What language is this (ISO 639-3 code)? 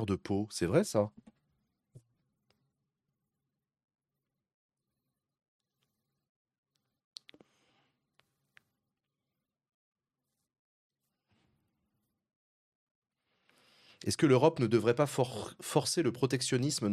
fra